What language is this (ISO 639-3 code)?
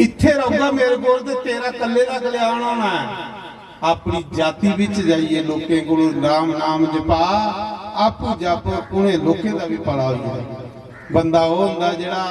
doi